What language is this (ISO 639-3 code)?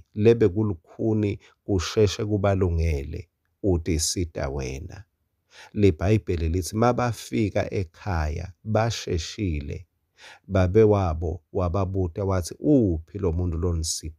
ssw